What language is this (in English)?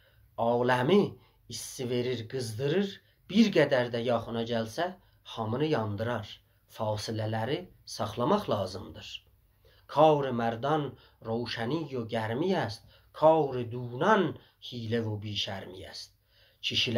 South Azerbaijani